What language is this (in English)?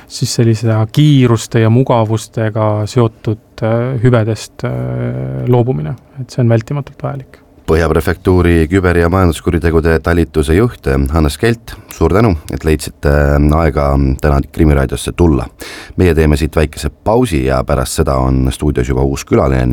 Estonian